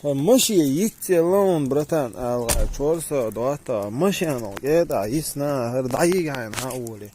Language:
Chechen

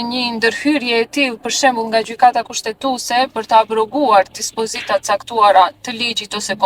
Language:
Albanian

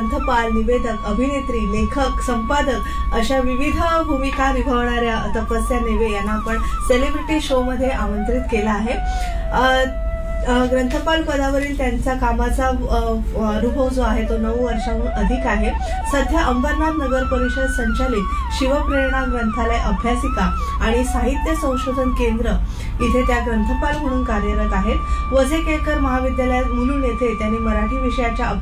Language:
Marathi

